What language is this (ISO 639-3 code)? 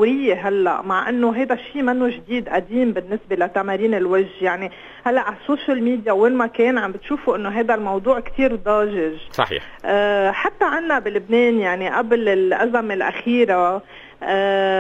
apc